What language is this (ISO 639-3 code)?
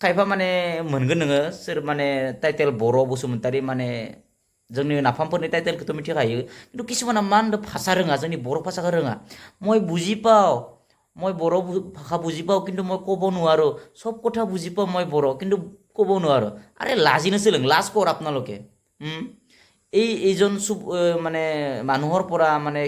brx